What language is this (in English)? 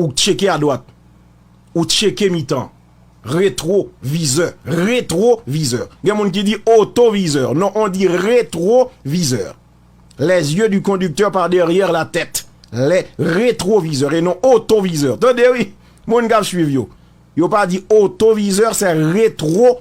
Haitian Creole